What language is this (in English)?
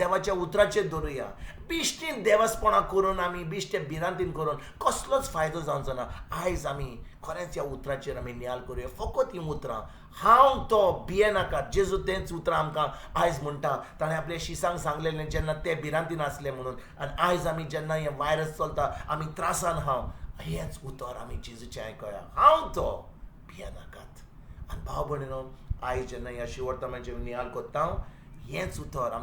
Konkani